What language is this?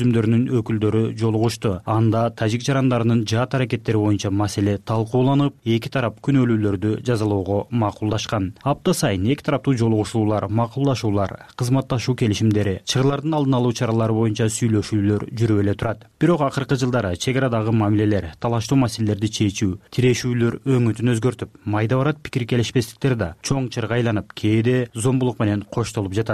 Kyrgyz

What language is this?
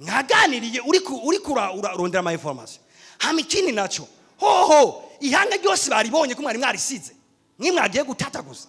Rundi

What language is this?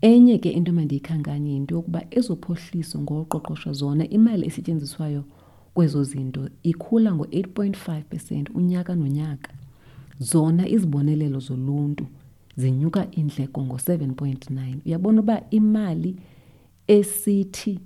Xhosa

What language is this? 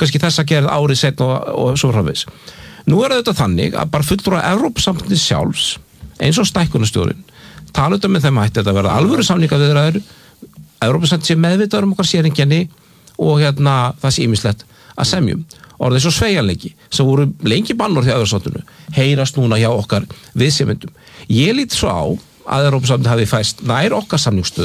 Icelandic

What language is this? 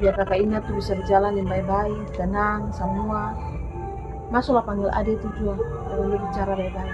Ambonese Malay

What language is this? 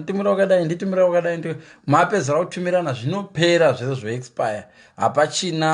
Shona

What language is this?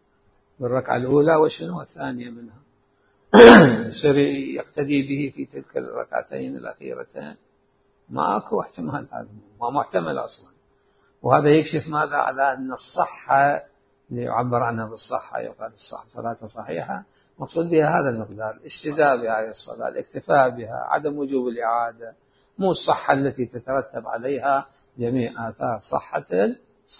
Mesopotamian Arabic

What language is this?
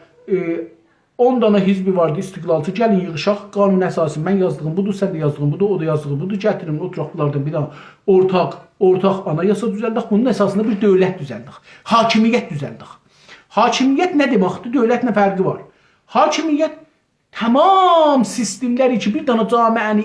South Azerbaijani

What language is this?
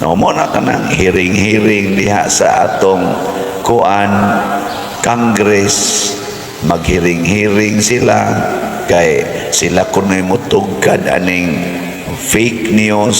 Cebuano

